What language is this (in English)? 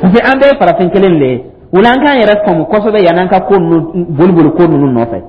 Dyula